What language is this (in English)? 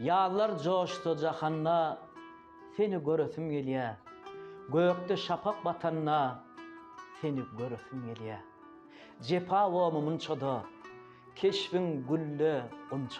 Turkmen